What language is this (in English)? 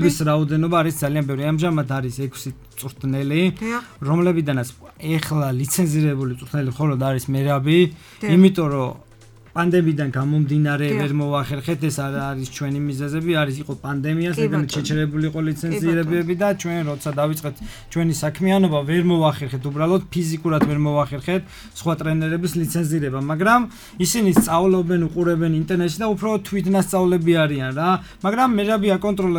Georgian